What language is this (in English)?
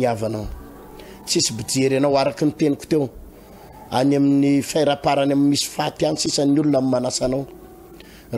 Malagasy